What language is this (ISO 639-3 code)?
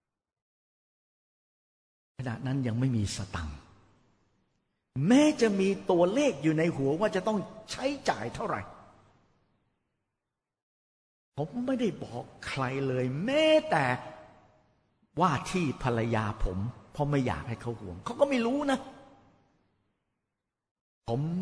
tha